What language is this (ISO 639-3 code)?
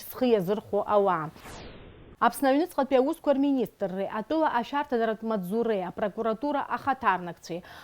abk